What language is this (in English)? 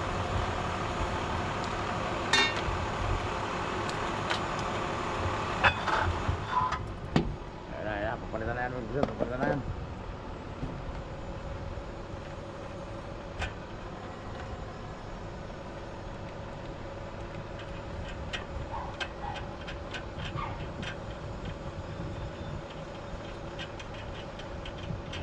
Filipino